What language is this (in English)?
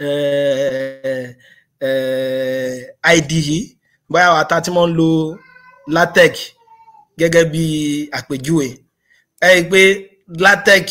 Yoruba